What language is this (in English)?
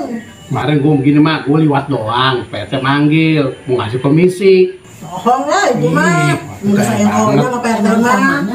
Betawi